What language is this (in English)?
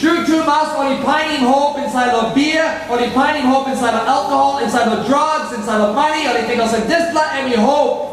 Tok Pisin